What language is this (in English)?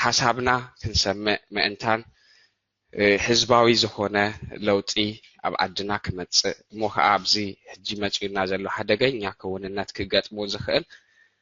Tigrinya